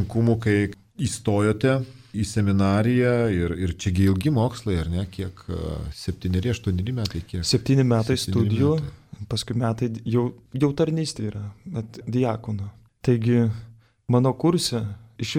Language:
Lithuanian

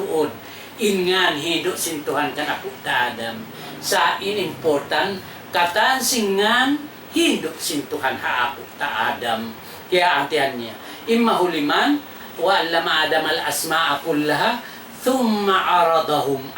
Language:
Tausug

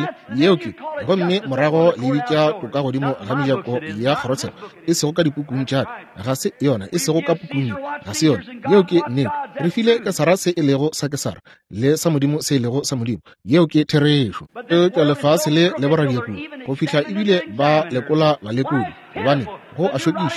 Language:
Northern Sotho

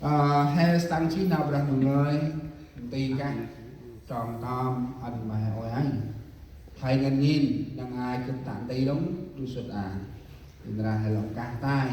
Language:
Central Mnong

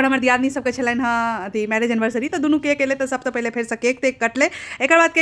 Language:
Maithili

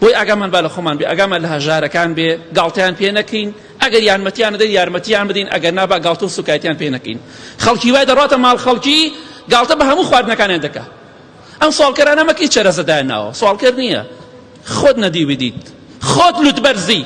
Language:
Central Kurdish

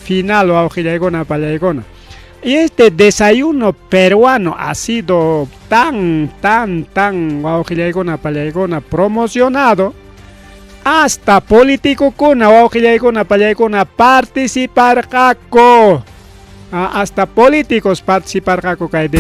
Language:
Ayacucho Quechua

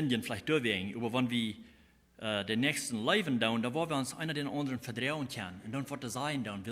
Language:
Plautdietsch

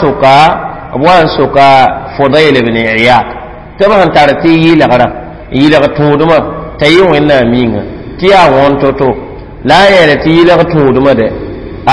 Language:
Mossi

